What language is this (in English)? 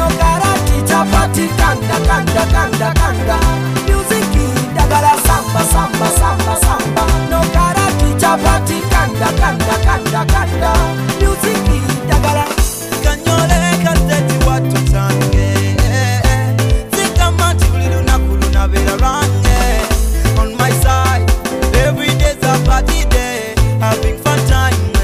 Swahili